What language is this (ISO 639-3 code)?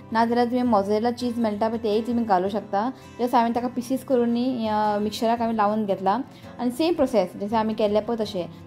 kok